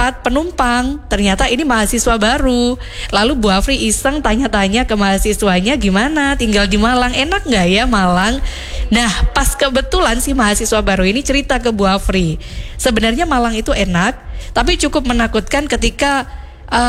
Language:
Indonesian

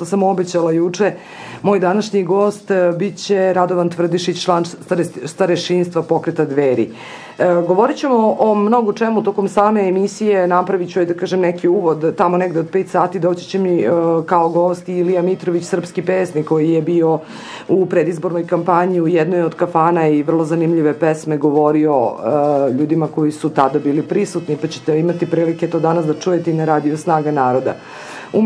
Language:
Serbian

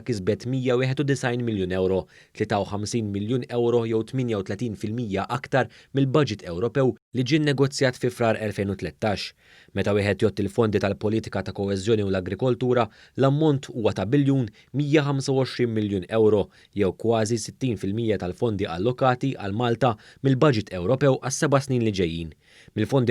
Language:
Maltese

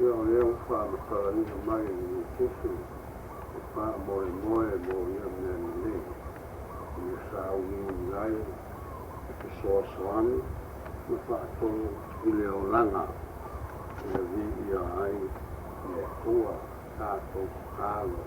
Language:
Samoan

